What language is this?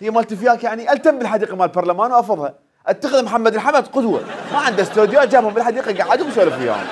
Mesopotamian Arabic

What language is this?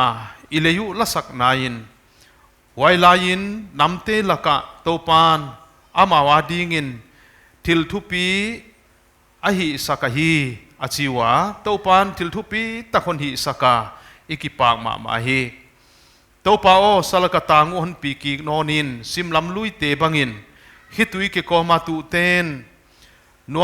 Paite Chin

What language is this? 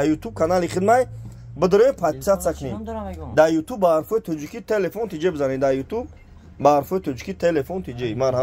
Tajik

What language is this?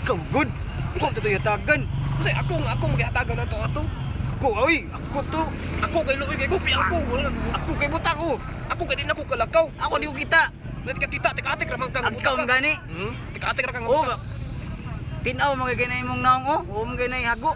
Cebuano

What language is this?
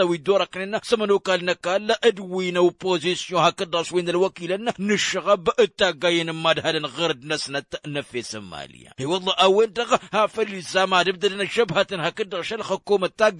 Tamasheq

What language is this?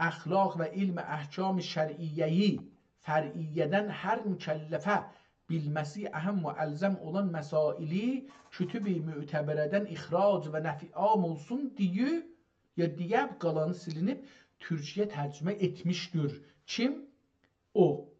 South Azerbaijani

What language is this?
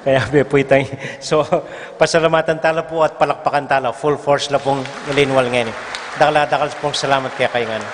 Pampanga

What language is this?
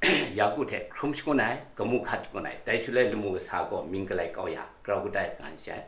Kachin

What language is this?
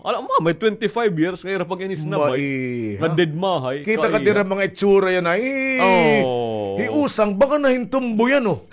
Waray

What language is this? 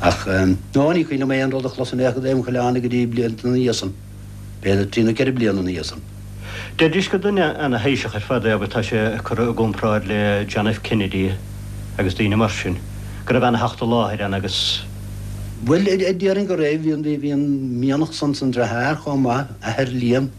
Irish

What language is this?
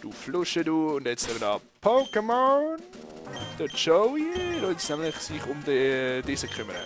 Swiss German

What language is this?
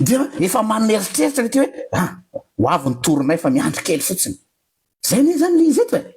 Malagasy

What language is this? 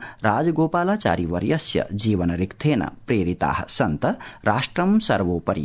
Sanskrit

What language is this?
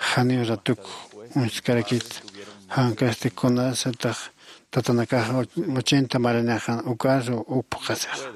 Aymara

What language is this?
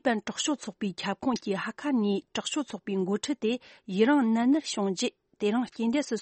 Tibetan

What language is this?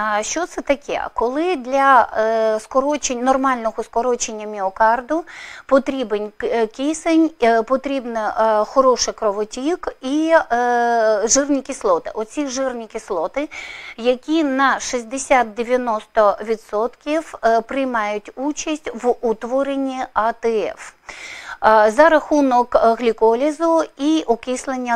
Ukrainian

